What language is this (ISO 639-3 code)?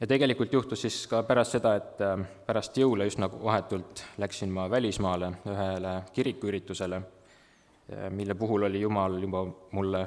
est